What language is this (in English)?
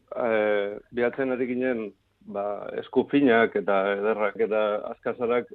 Basque